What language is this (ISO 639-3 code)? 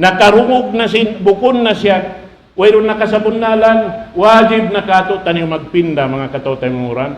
tsg